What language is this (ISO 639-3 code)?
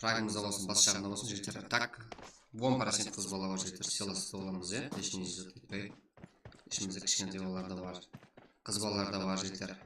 kaa